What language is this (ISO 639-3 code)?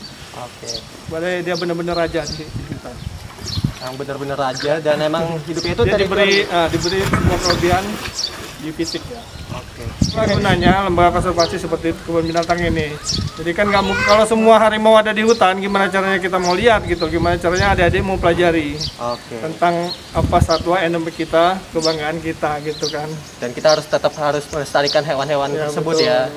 ind